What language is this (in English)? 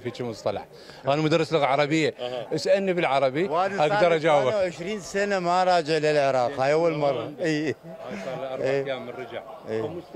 Mesopotamian Arabic